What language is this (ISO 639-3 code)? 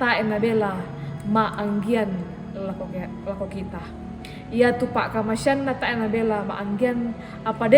sda